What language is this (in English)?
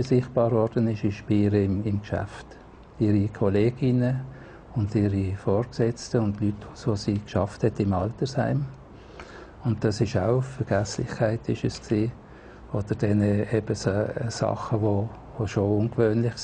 Swiss German